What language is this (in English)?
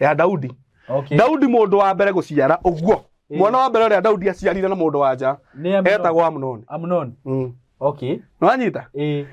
Kikuyu